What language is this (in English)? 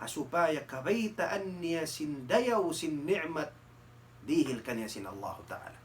Tausug